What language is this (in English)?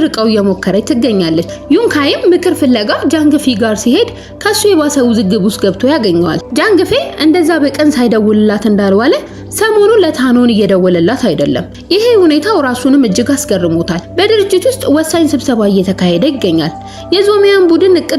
Amharic